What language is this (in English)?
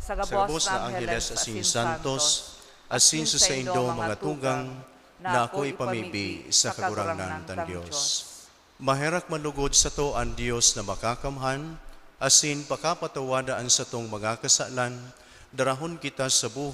Bikol